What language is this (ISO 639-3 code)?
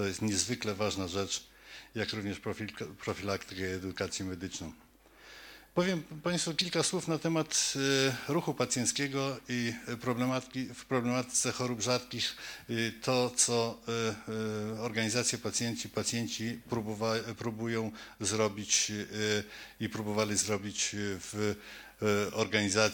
pol